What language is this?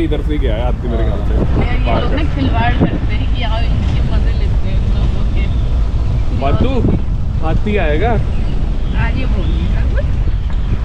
Hindi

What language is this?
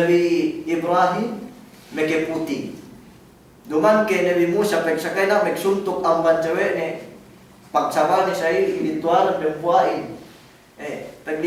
Yakan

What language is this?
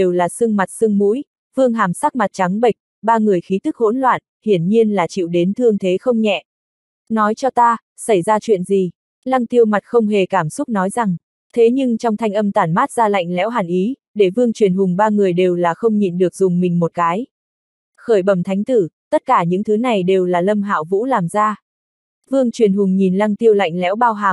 Vietnamese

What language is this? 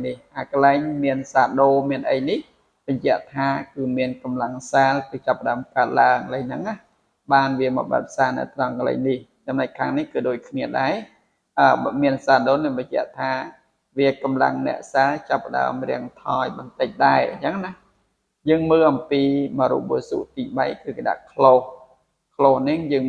Khmer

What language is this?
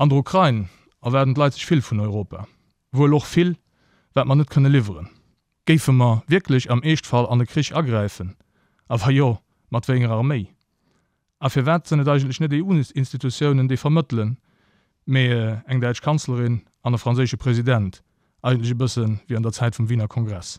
Luxembourgish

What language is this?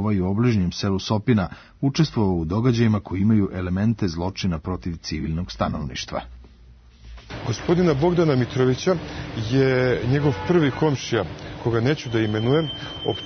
Serbian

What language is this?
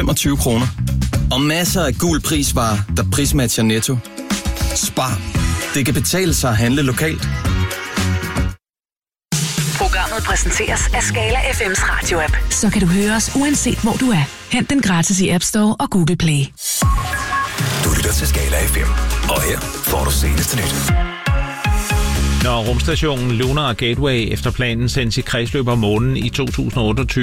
Danish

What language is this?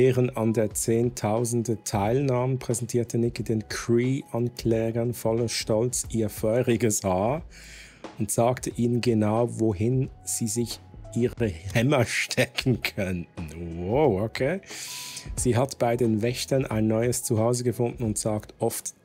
Swiss German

